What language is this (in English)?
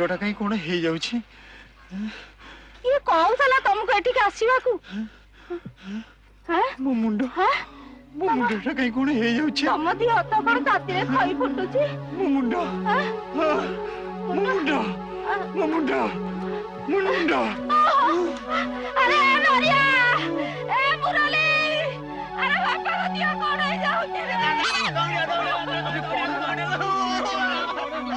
Odia